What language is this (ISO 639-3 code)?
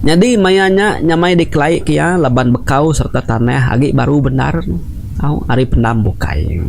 iba